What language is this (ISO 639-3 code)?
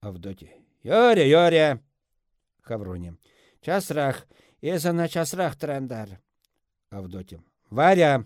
chv